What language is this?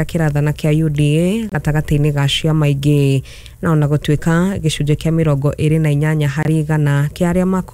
Kikuyu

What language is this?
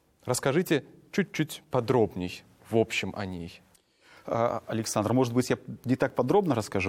Russian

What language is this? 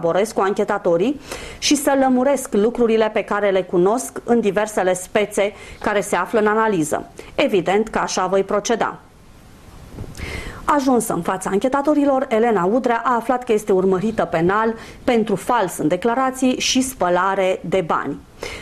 Romanian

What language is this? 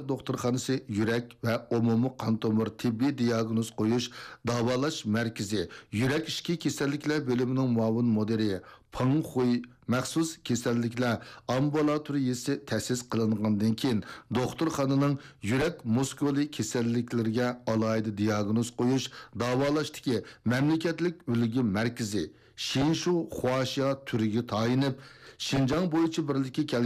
Uyghur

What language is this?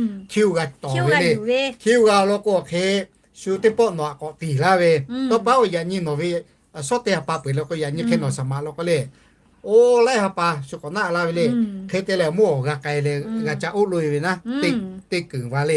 Lahu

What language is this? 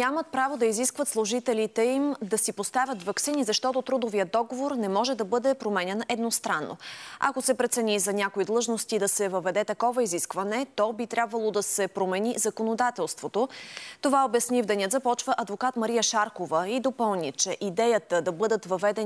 Bulgarian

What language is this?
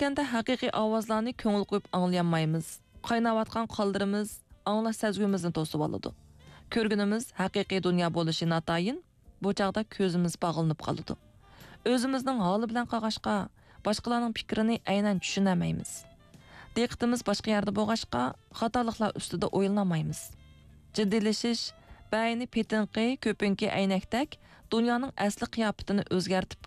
Uyghur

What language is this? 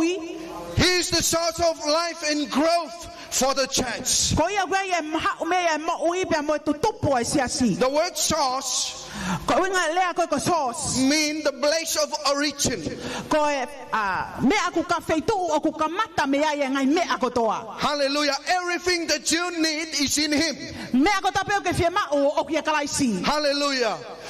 Tongan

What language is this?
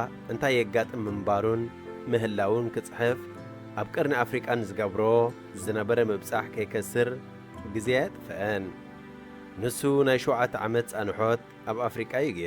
Tigrinya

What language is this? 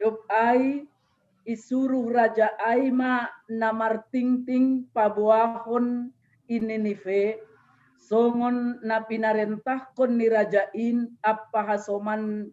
Batak Simalungun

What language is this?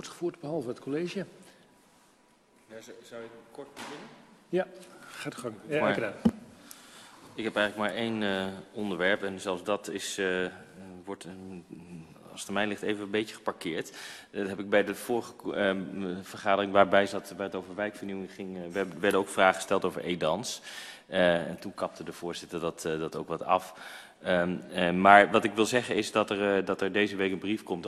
Dutch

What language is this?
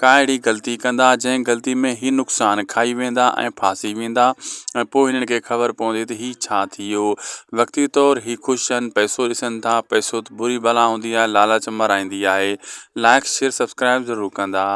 Sindhi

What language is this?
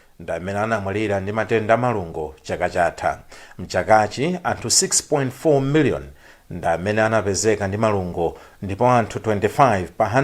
Nyanja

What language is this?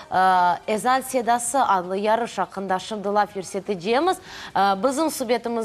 Crimean Tatar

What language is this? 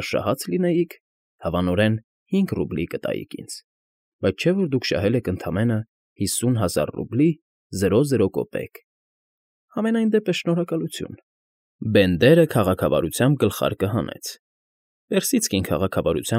Armenian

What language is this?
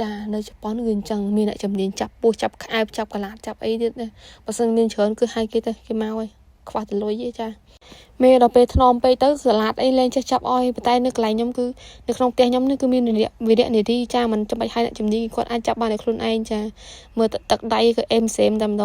Khmer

